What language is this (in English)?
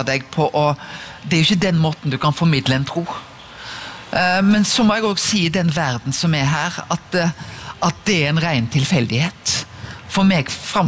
Norwegian